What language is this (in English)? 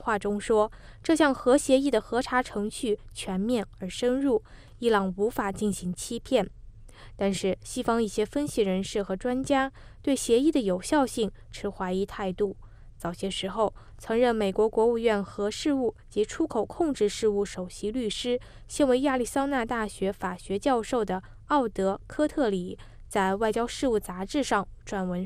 Chinese